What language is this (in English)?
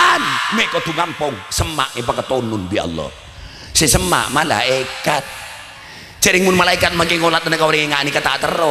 Madurese